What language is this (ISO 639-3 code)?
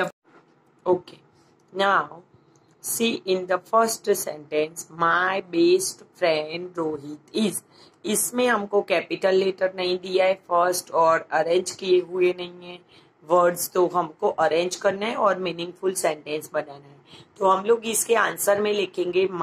hin